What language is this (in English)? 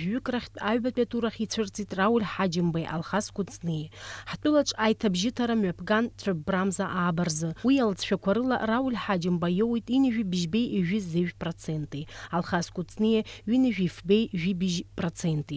Abkhazian